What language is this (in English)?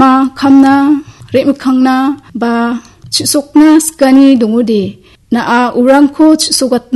Garo